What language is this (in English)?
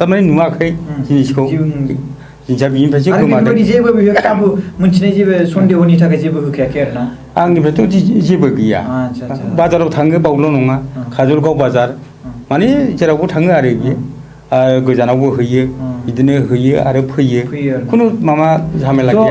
Bodo